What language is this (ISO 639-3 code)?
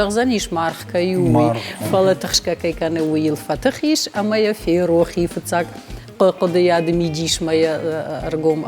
oss